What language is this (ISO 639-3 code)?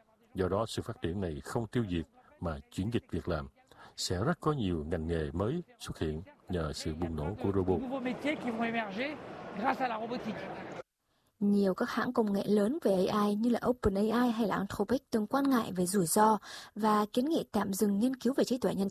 vie